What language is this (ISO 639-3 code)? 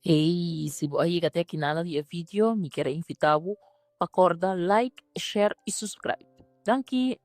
pap